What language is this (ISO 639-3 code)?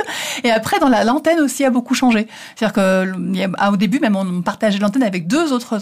fra